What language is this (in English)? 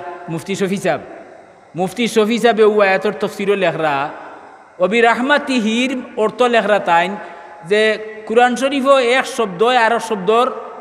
Sylheti